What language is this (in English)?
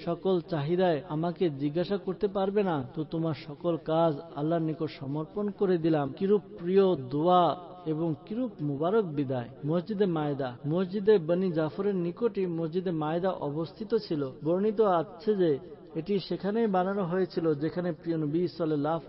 Bangla